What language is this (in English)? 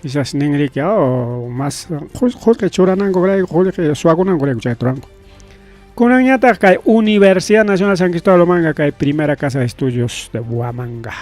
Ayacucho Quechua